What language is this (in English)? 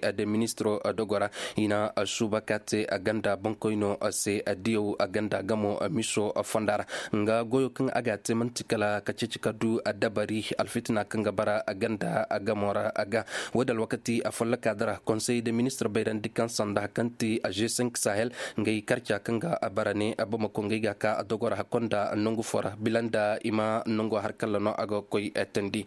Koyraboro Senni